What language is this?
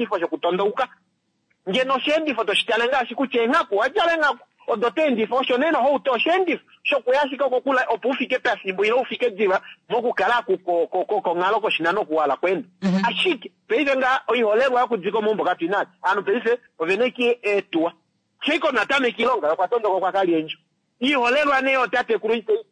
Kuanyama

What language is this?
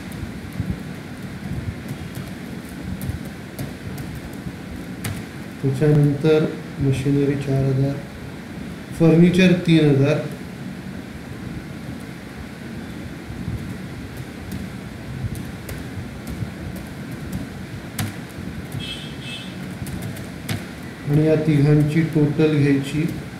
Marathi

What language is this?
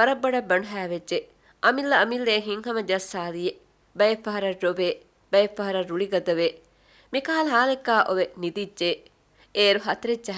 Divehi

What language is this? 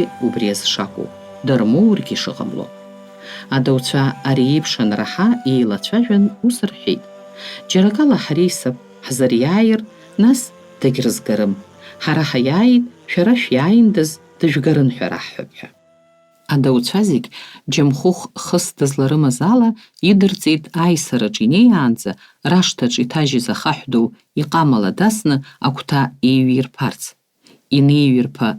Abkhazian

